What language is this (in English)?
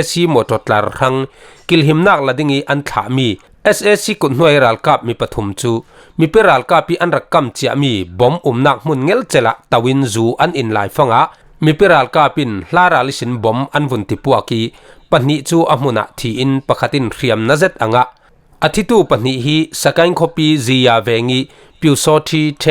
Falam Chin